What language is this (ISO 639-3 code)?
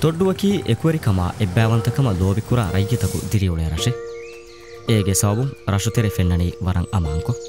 div